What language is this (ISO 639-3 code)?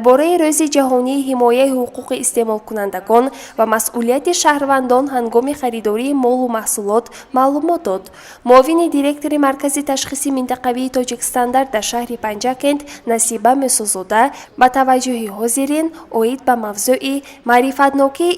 tgk